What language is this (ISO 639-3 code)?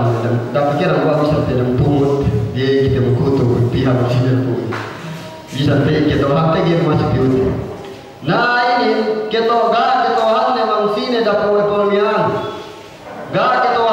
yka